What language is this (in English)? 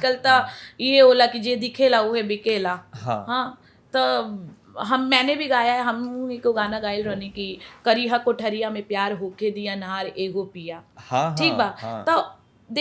Bhojpuri